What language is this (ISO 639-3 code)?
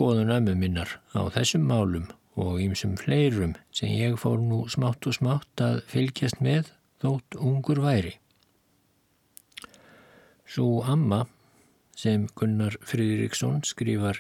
isl